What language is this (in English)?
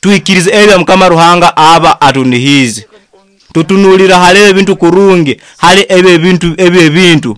Nyoro